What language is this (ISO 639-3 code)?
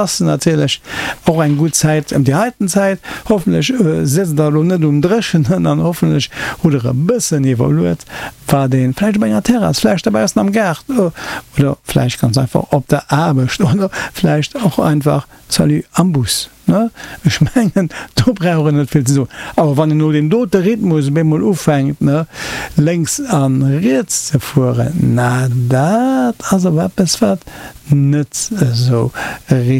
ltz